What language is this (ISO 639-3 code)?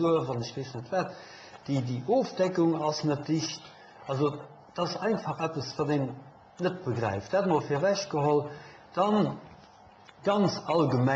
ltz